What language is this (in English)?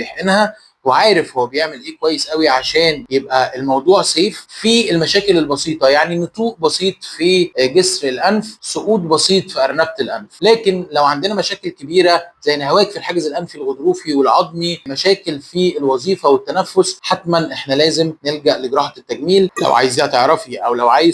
Egyptian Arabic